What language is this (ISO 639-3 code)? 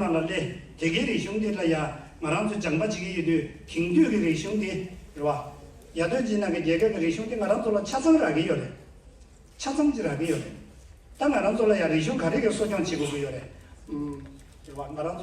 bod